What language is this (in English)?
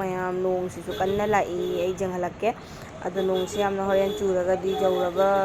Manipuri